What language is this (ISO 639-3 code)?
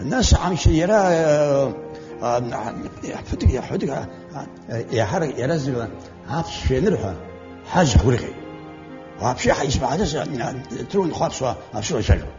abk